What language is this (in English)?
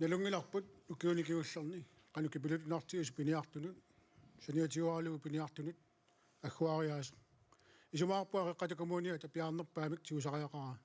Kalaallisut